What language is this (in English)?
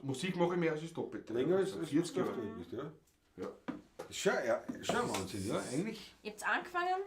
Bavarian